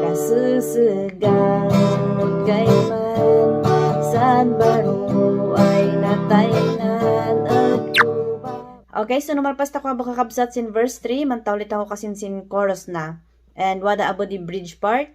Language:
Kankanaey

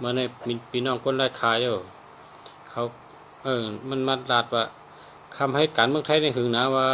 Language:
Shan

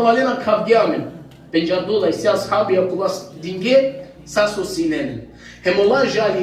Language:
Balkan Romani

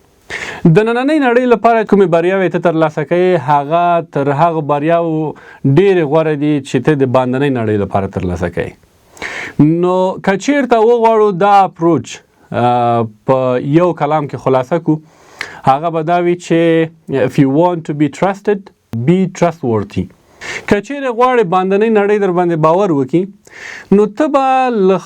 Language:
Pashto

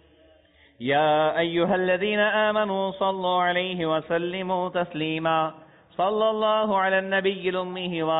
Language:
Bangla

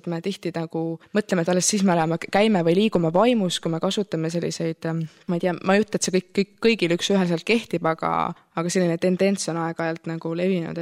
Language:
Estonian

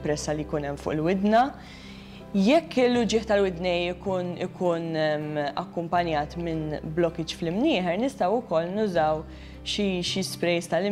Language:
Maltese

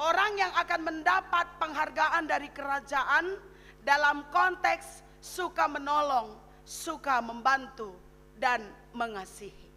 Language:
Batak Karo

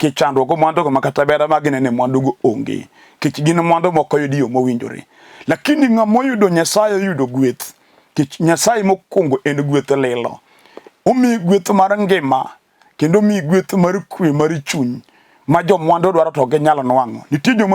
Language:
Luo (Kenya and Tanzania)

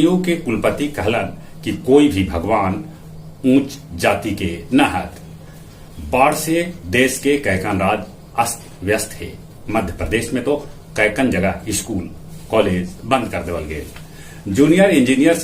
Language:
Magahi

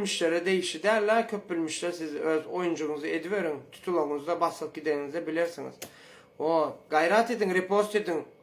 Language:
Turkmen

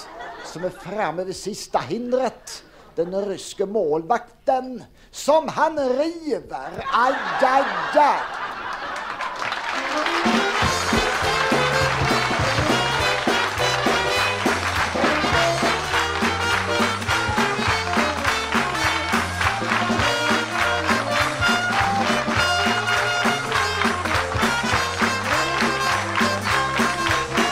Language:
Swedish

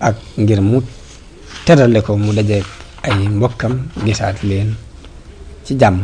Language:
Wolof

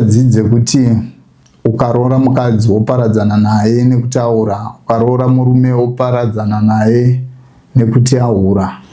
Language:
Shona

